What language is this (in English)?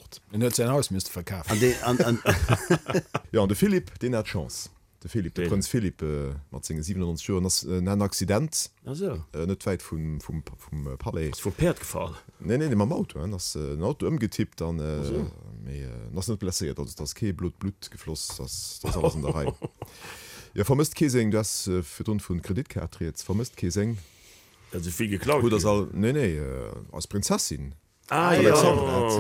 Luxembourgish